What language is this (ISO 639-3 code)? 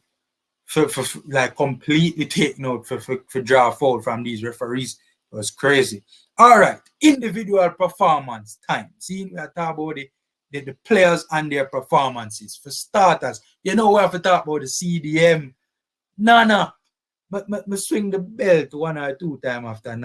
jam